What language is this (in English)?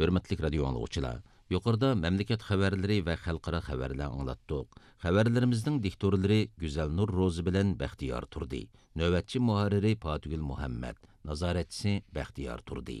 Uyghur